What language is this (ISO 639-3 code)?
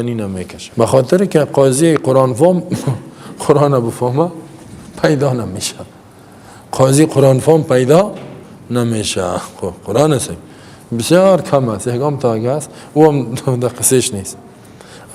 fas